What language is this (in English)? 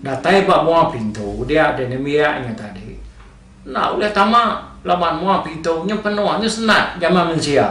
Iban